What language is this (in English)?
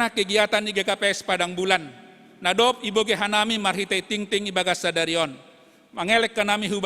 Batak Simalungun